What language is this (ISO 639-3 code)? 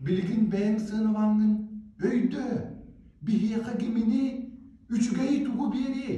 sah